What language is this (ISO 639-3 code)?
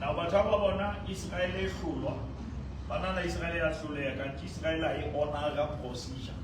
sot